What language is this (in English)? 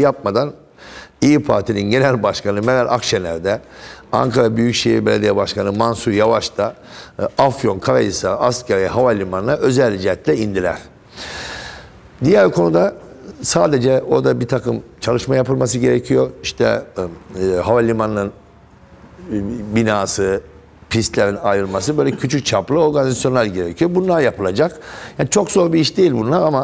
Turkish